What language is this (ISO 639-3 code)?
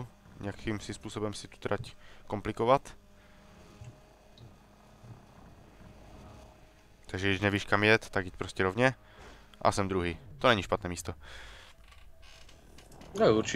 ces